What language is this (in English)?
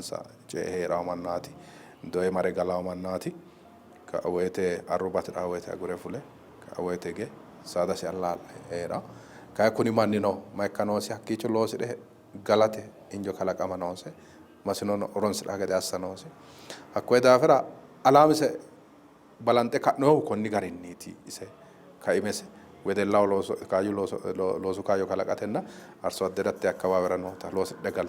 Sidamo